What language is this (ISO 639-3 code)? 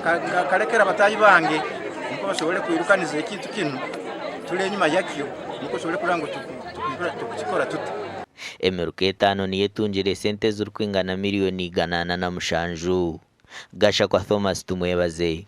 nyn